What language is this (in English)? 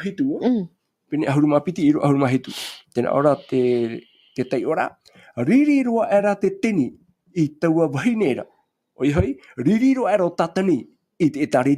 Tahitian